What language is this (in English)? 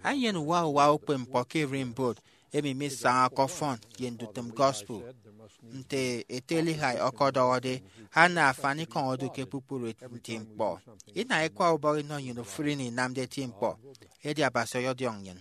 Efik